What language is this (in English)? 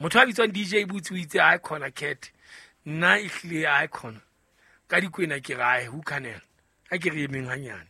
Southern Sotho